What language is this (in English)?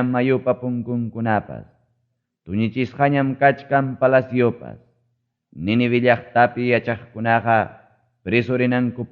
Ayacucho Quechua